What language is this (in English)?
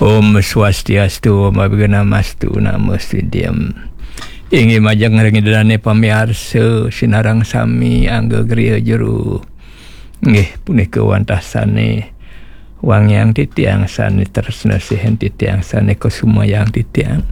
Balinese